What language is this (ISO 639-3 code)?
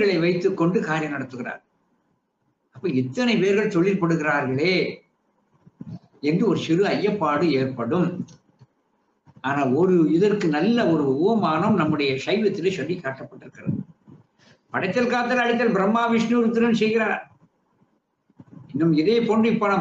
tam